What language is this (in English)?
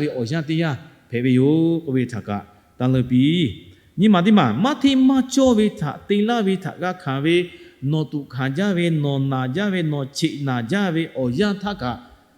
Lahu